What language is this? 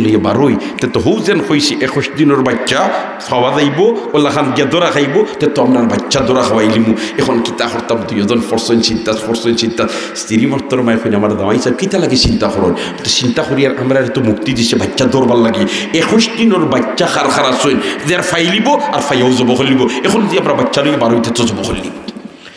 Sylheti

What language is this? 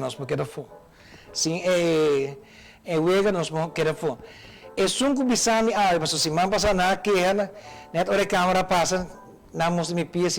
Papiamento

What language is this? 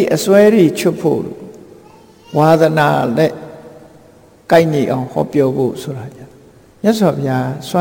Burmese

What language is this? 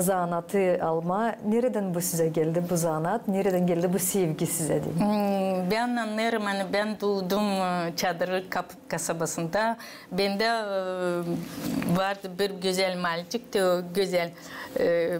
Gagauz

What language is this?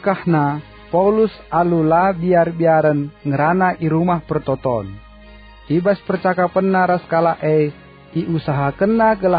Batak Karo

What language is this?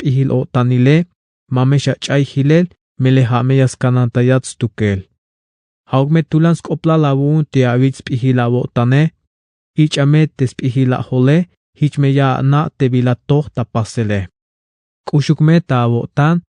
Tzeltal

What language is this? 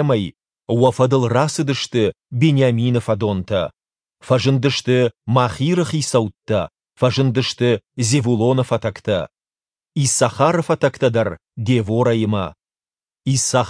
Ossetic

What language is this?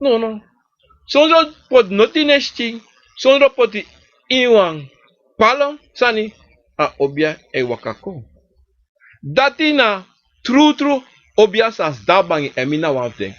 Sranan Tongo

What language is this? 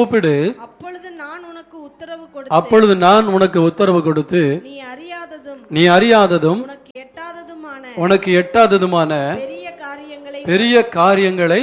Tamil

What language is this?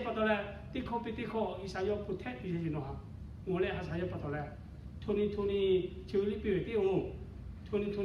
Lahu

